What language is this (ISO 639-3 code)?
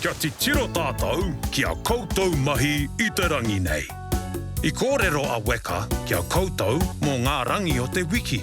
mri